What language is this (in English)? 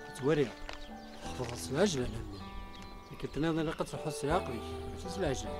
Kabyle